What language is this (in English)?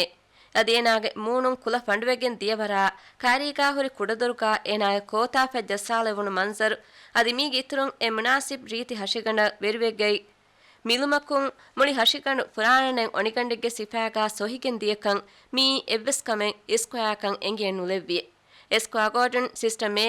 Divehi